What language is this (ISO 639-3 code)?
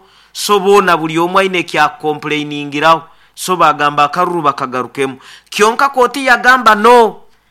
nyo